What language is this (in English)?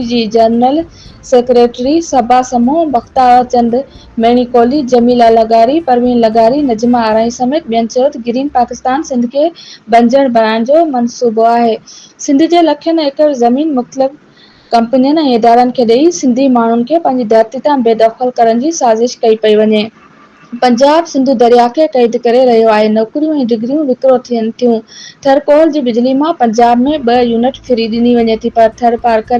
Sindhi